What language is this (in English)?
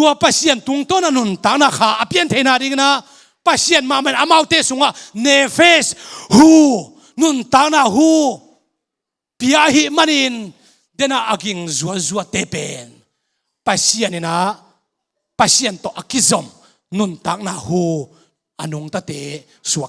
Tedim Chin